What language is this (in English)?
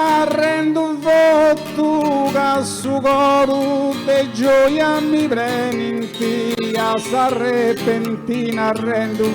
Sardinian